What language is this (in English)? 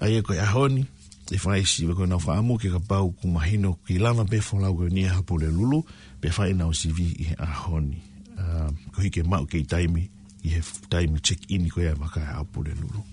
Tongan